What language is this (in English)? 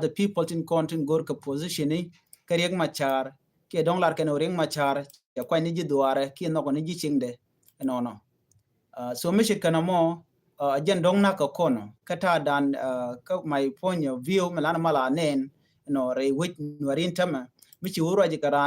Nuer